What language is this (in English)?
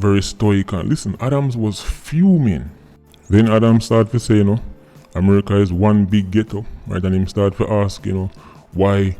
Jamaican Creole English